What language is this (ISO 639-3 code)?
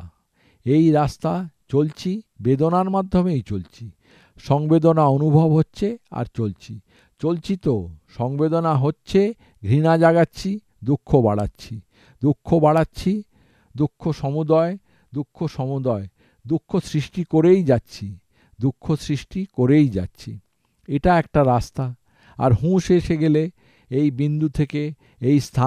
ben